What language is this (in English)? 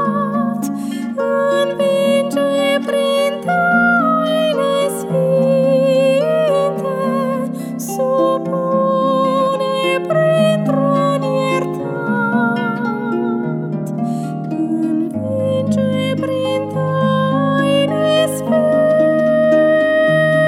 Romanian